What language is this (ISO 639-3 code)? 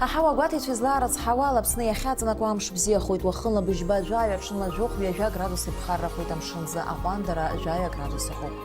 abk